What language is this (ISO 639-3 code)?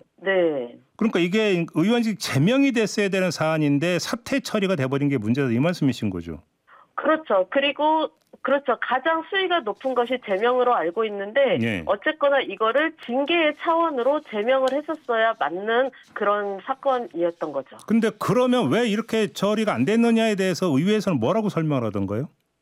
kor